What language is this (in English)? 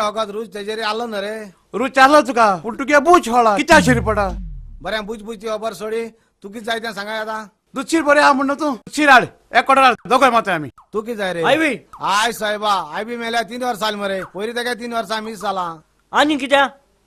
Konkani